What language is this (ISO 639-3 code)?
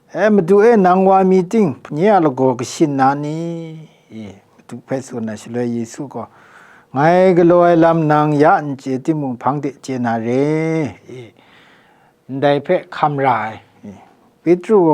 kac